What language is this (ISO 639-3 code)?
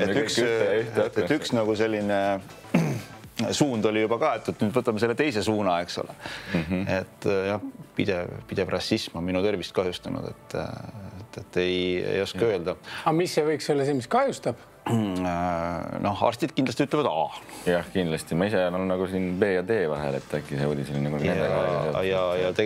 est